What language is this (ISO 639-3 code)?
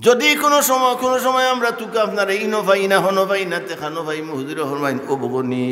syl